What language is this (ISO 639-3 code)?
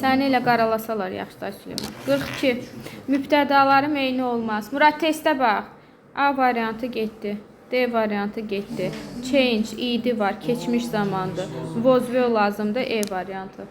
aze